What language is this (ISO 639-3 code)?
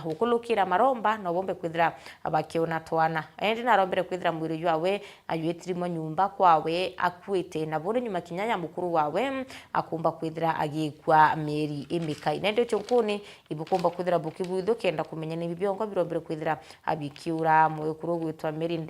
mer